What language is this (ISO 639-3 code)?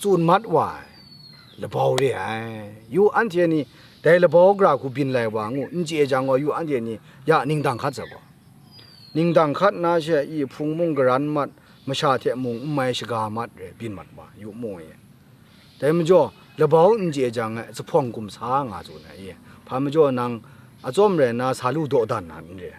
kac